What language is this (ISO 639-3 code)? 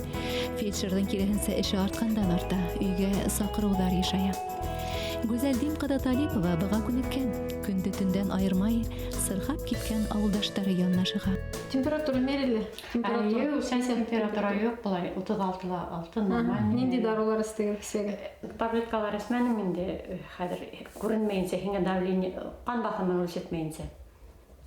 bak